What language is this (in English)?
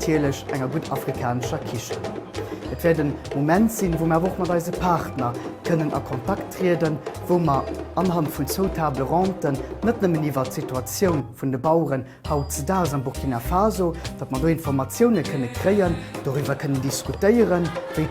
Luxembourgish